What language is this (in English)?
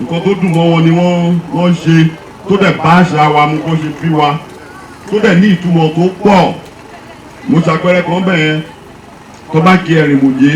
Yoruba